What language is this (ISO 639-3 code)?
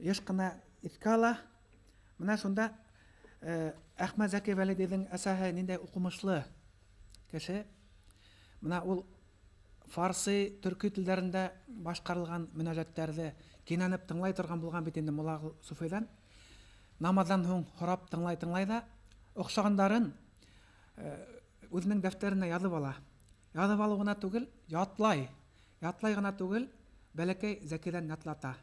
bak